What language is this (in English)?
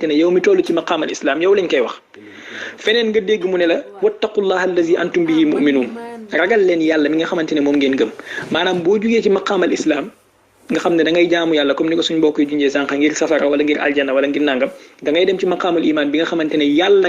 Wolof